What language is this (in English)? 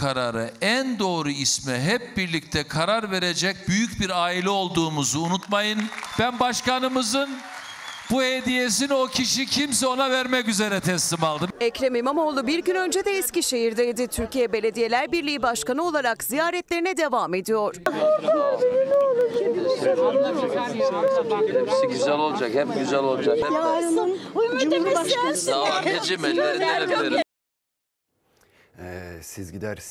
Turkish